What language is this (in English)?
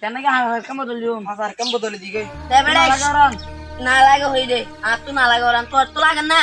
Rohingya